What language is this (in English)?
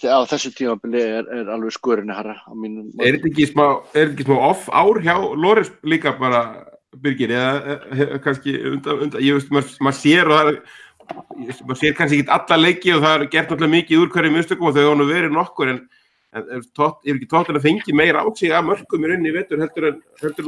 Icelandic